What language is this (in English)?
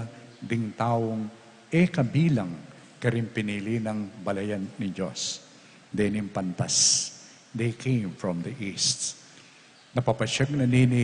Pampanga